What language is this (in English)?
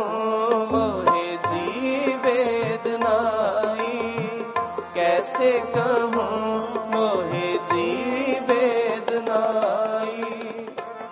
Punjabi